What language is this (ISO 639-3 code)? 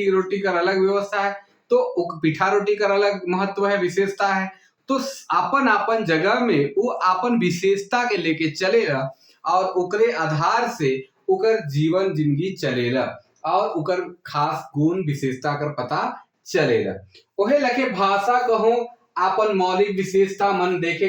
sck